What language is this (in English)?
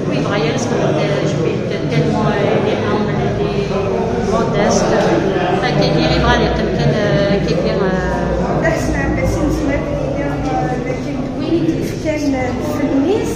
Kabyle